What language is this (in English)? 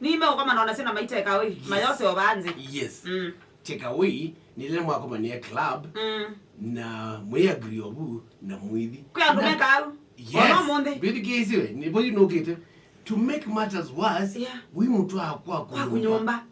Kamba